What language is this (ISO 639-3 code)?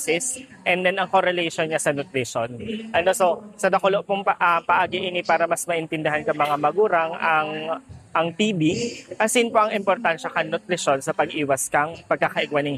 bik